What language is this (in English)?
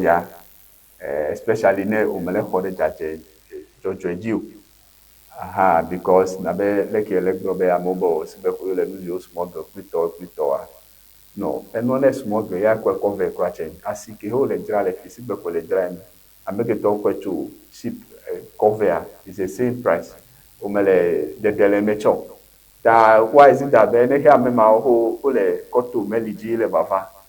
Ewe